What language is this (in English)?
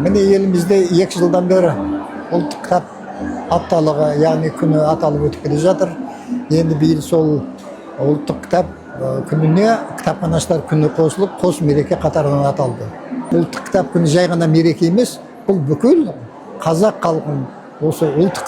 Kazakh